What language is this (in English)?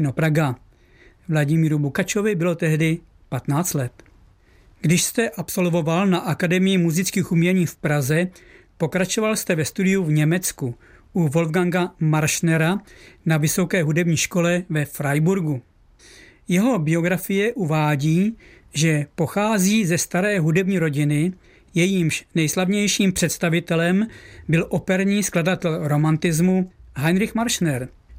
Czech